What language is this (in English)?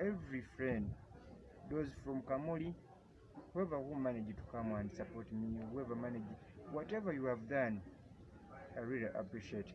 Soga